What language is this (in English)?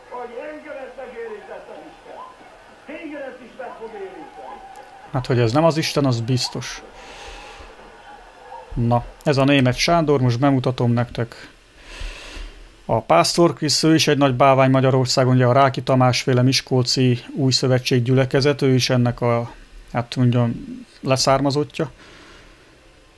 Hungarian